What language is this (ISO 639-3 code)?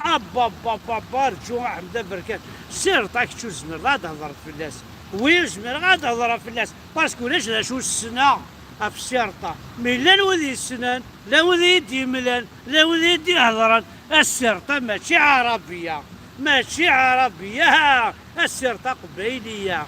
kab